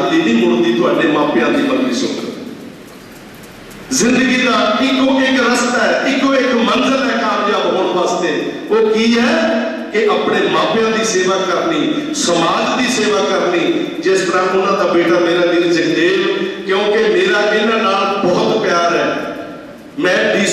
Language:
Punjabi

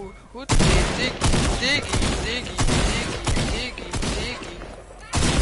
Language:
Bavarian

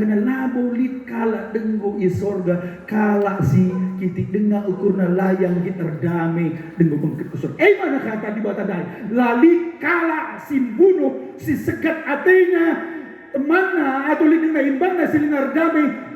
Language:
Batak Karo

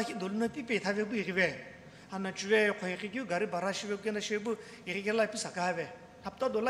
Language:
Sumi Naga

